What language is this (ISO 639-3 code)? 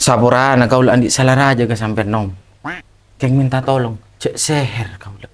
mad